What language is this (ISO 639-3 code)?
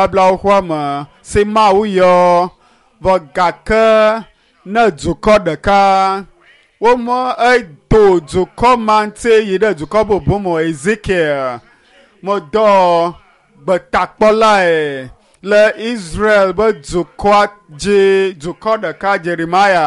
ewe